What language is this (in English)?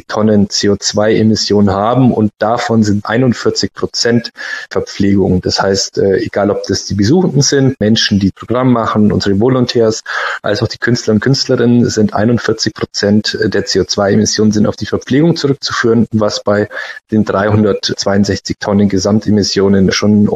German